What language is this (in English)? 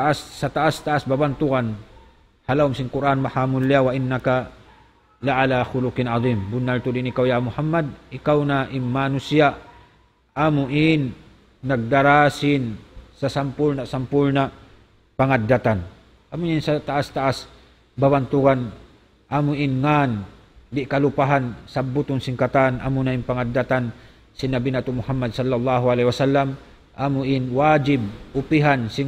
Tausug